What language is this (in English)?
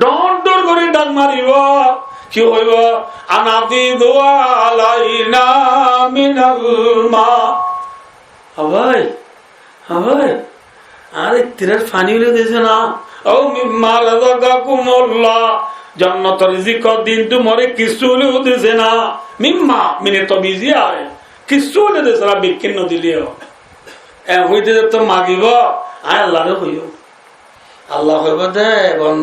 Rohingya